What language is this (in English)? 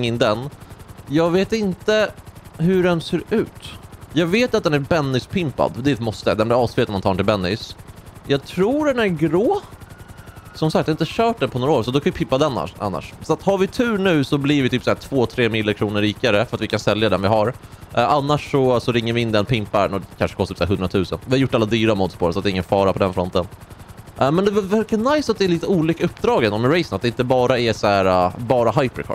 Swedish